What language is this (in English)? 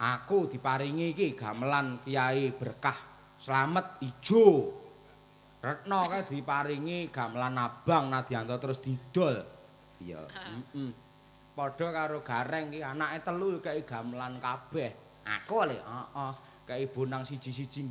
Javanese